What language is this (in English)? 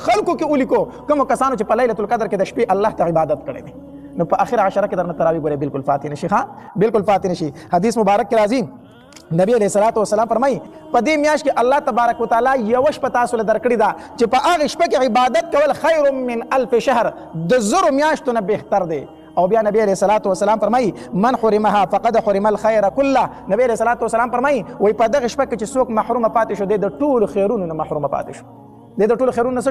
Pashto